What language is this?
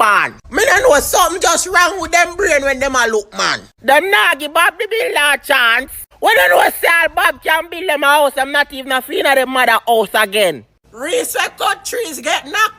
Jamaican Creole English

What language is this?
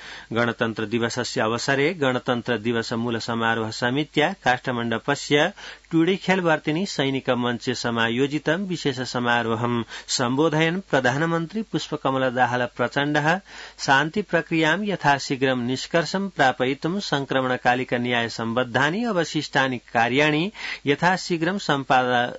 Sanskrit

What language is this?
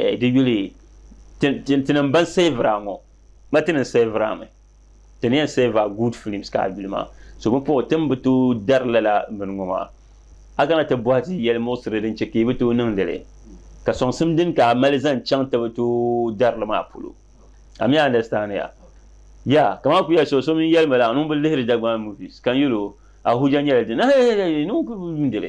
Dagbani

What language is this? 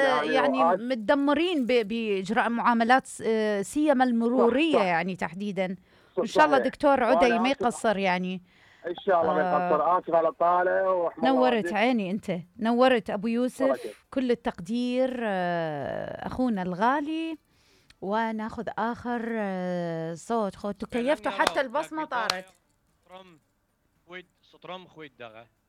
Mesopotamian Arabic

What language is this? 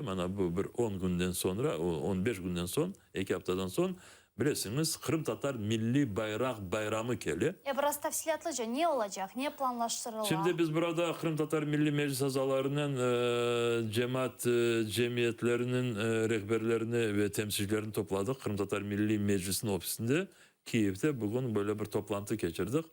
Crimean Tatar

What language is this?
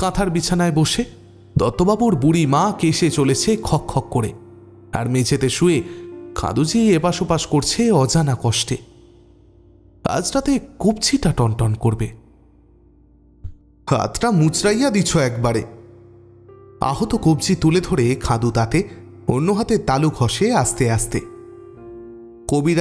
Bangla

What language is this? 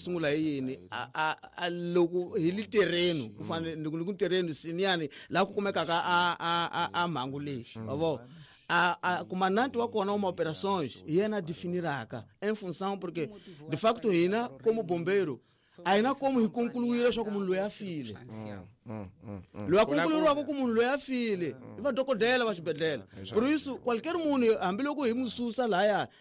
Tsonga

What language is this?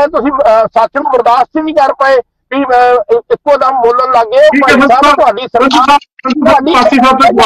Punjabi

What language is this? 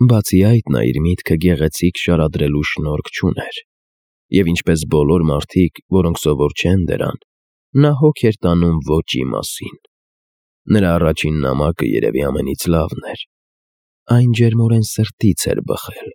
Armenian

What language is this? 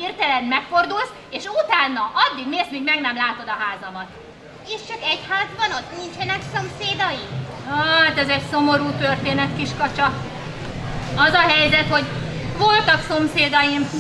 Hungarian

